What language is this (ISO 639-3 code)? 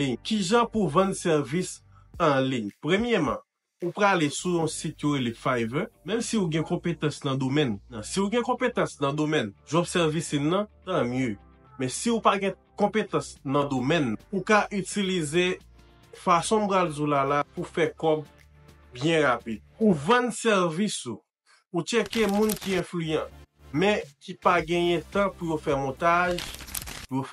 hat